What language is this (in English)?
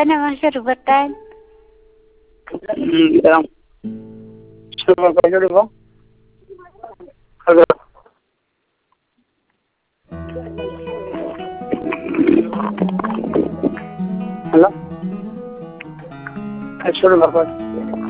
Bangla